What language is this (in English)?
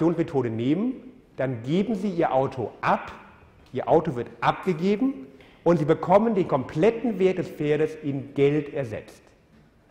German